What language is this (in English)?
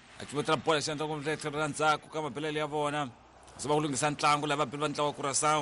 Tsonga